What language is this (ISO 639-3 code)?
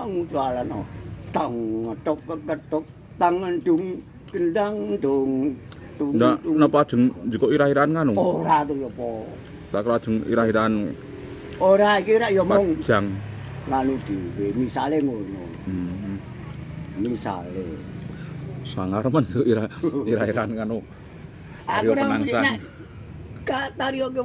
jav